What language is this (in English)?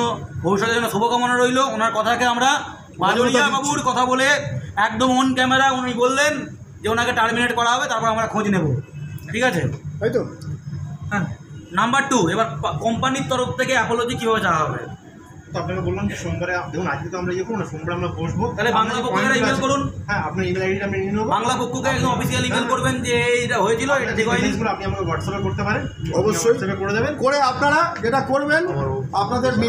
Bangla